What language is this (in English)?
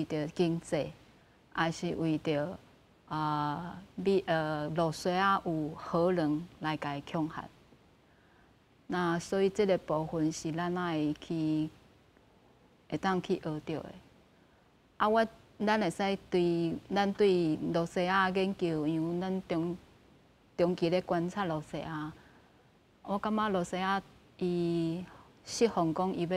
Min Nan Chinese